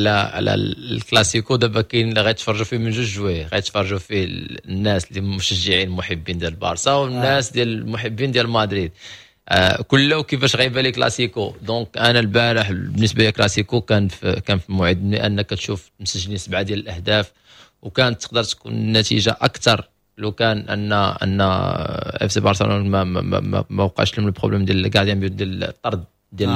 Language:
Moroccan Arabic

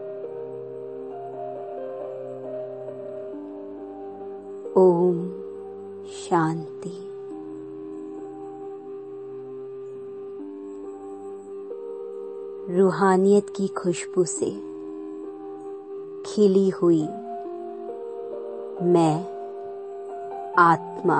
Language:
Hindi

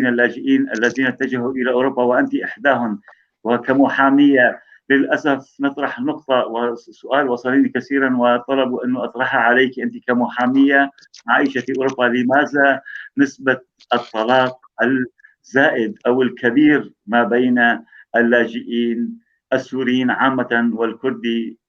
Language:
North Levantine Arabic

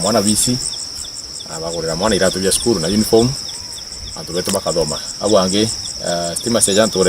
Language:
Meru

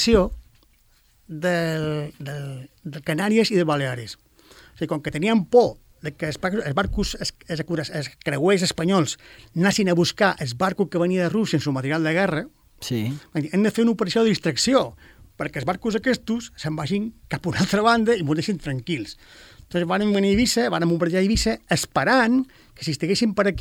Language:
Catalan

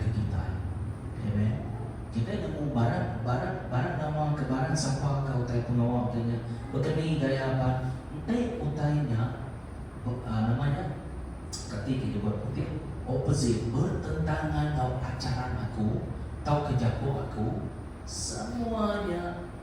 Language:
Iban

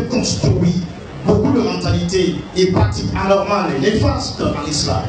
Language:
French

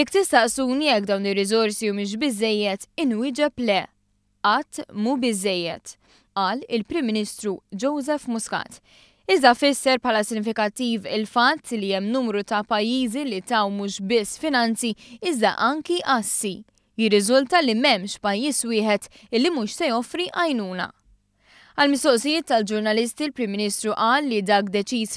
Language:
Maltese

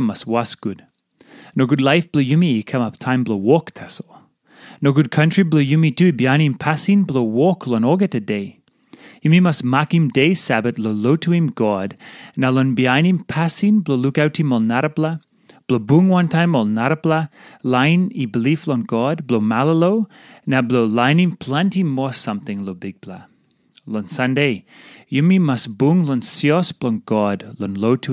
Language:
Tok Pisin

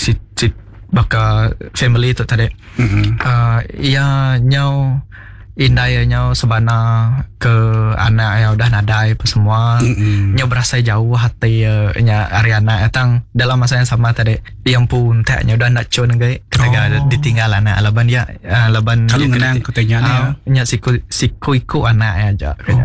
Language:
Iban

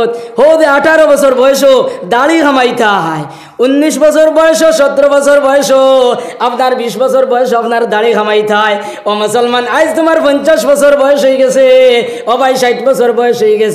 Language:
Sylheti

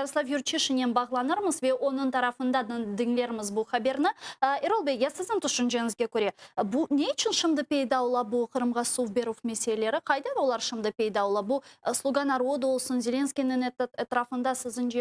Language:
Crimean Tatar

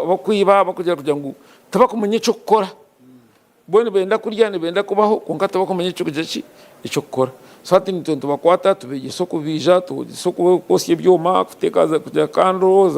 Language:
Nyankole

